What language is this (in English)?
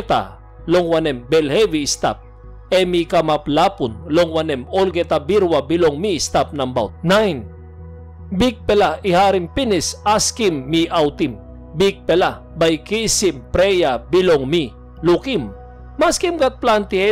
Tok Pisin